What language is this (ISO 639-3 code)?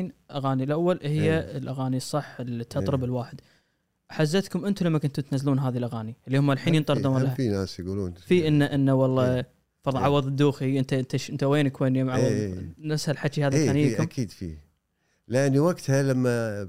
afb